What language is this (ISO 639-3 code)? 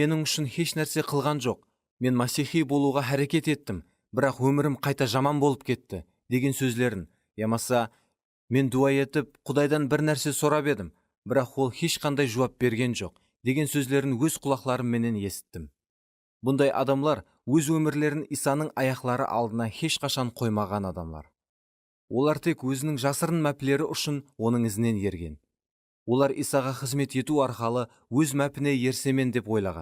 kaa